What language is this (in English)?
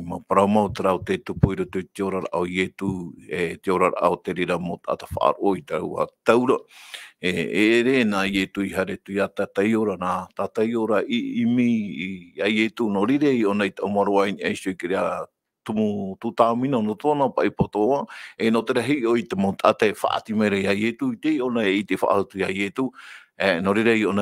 Tahitian